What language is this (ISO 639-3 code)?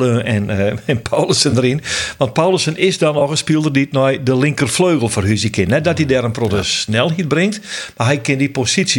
fry